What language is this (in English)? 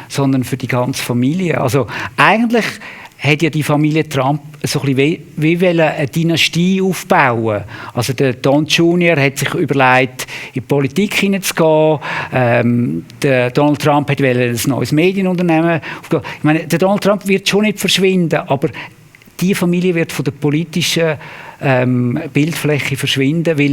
Swiss German